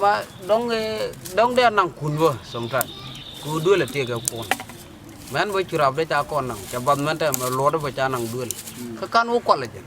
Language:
Nuer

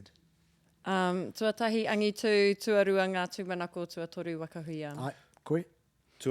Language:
Māori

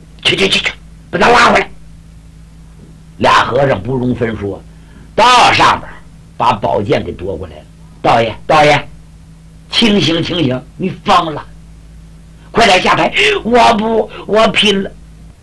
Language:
Chinese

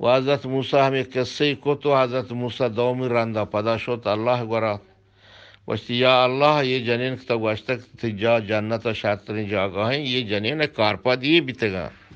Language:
Eastern Balochi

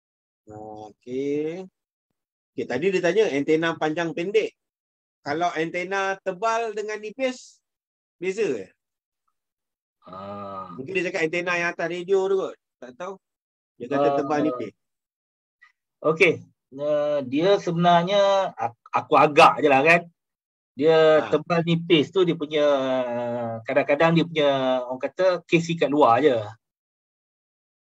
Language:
Malay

